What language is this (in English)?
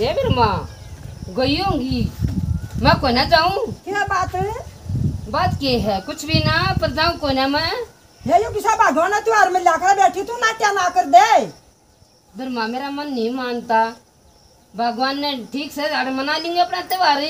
Haryanvi